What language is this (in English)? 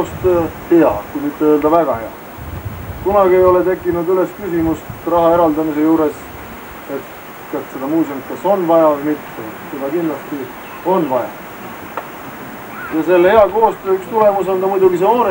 Estonian